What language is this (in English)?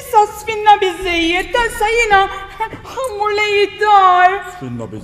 Maltese